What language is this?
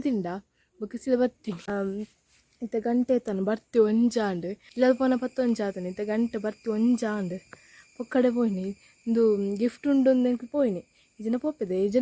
Tulu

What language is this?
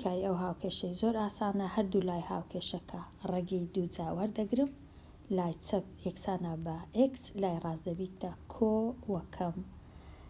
Central Kurdish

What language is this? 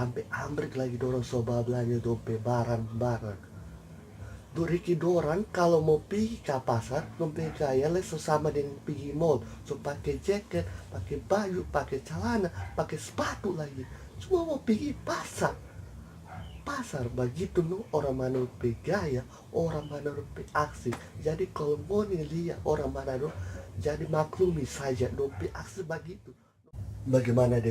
Manado Malay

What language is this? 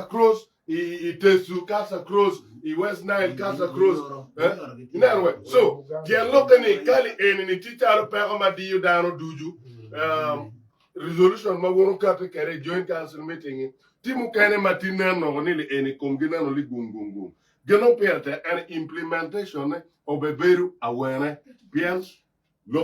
Acoli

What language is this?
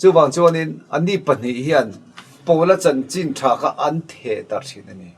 Mizo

